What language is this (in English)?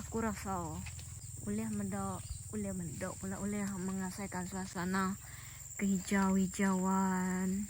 Iban